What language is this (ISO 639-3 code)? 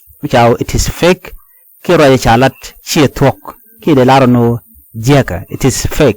nus